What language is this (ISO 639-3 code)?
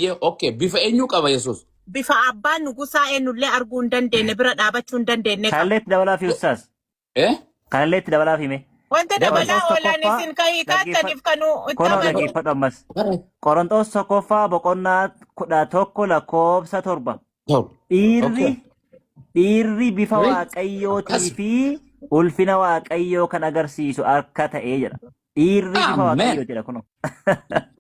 orm